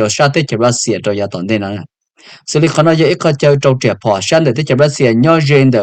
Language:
Hmong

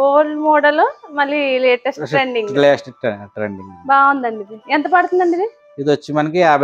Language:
Telugu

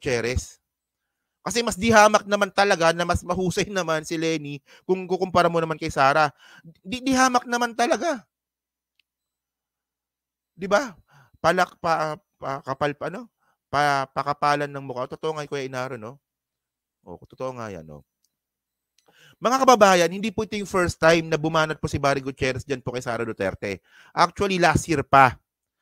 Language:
Filipino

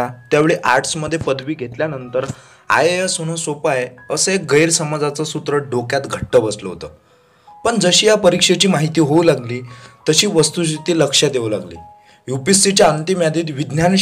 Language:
Marathi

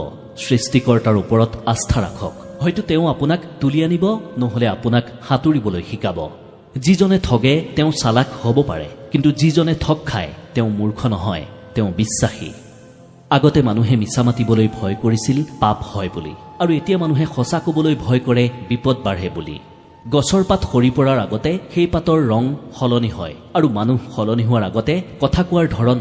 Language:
Assamese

